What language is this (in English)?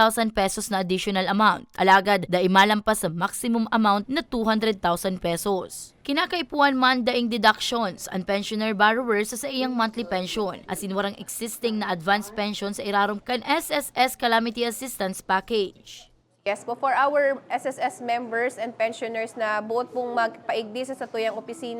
Bikol